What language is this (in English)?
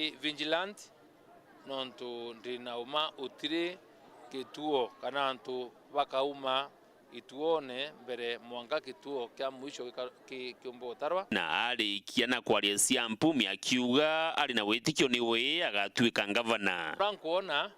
Meru